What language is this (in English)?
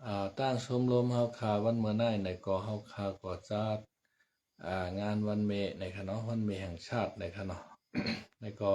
Shan